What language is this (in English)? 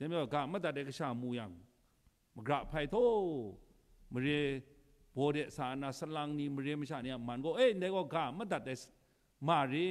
Kachin